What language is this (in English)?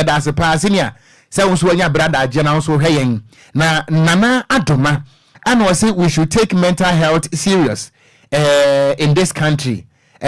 Akan